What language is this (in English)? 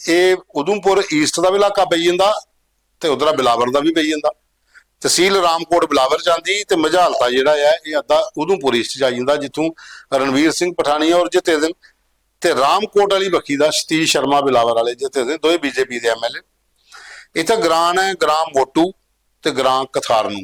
Dogri